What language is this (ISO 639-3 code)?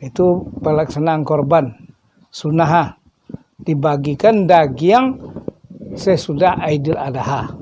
min